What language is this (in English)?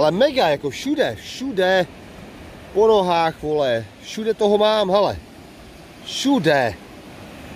Czech